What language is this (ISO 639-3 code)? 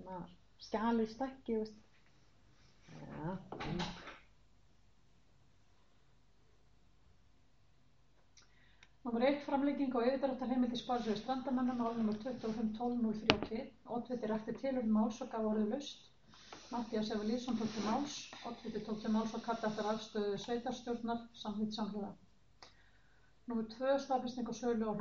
isl